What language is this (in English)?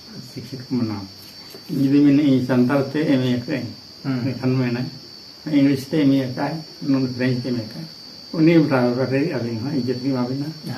Santali